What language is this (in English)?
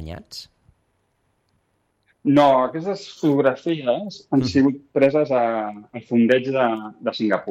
Catalan